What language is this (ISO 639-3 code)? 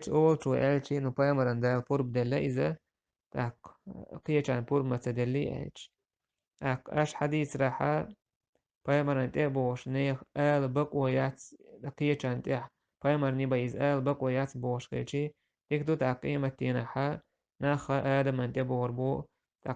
che